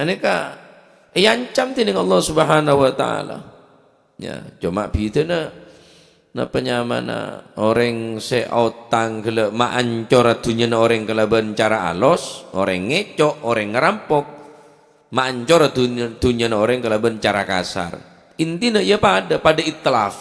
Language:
Madurese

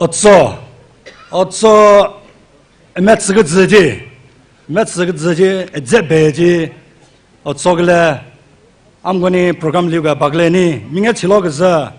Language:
Tangkhul Naga (India)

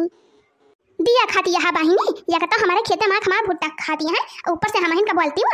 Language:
Awadhi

